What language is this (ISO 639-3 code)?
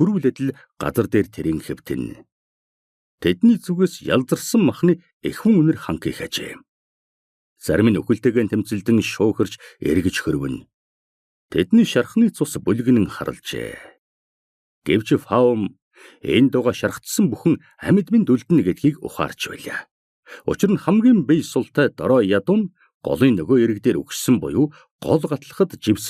mon